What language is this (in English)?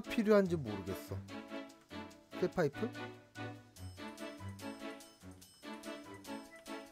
Korean